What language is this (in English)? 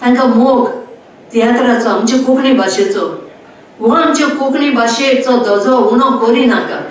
Konkani